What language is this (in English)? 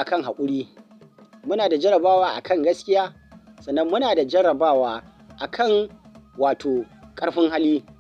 Hausa